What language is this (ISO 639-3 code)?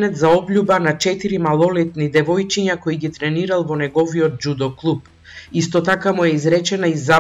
mkd